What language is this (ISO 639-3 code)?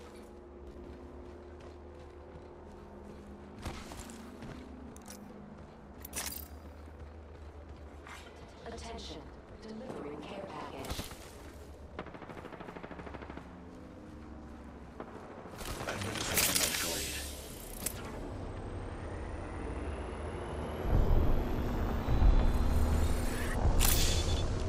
eng